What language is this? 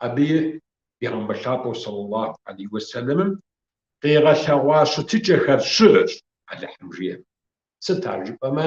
Kabardian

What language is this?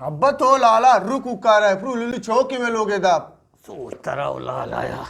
Eastern Balochi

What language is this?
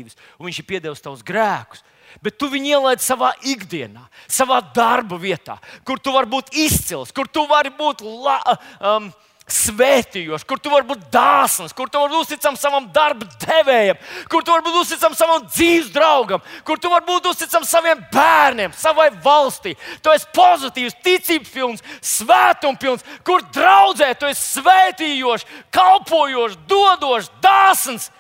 Latvian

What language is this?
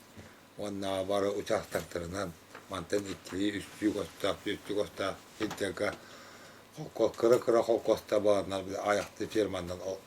Yakut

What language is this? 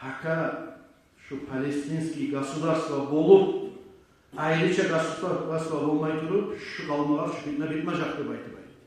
Kumyk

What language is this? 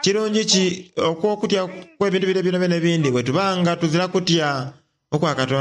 Soga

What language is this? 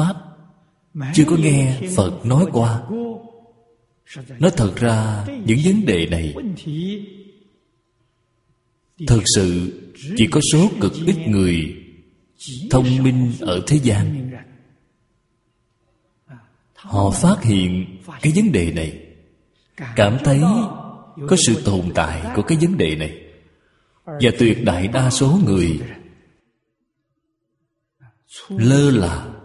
Vietnamese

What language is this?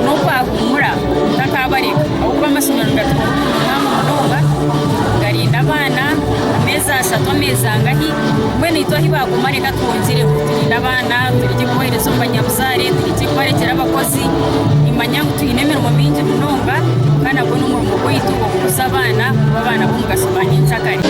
Nyankole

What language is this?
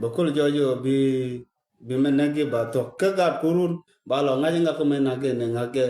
Nuer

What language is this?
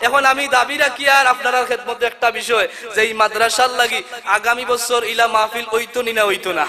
Sylheti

